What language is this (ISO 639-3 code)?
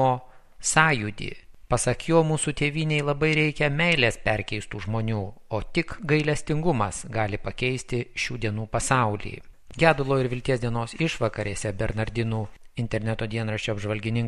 lit